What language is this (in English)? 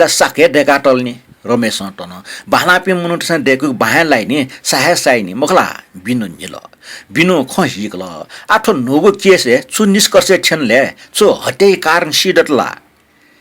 Newari